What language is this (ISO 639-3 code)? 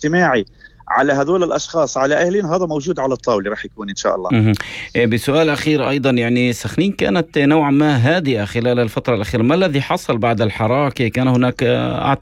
apc